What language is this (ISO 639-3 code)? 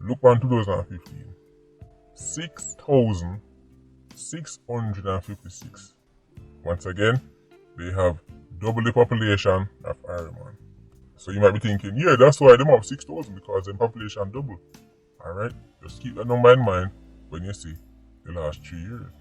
jam